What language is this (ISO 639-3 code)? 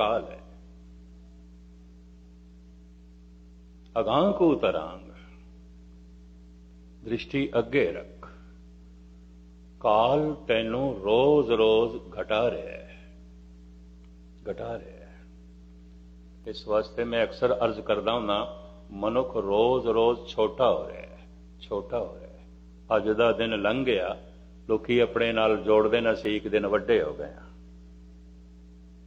pan